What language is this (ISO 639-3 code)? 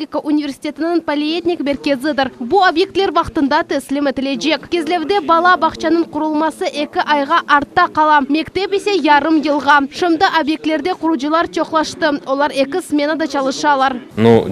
crh